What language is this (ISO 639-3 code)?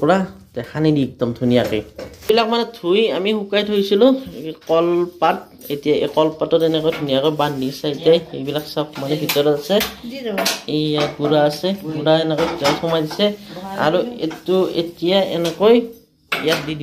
asm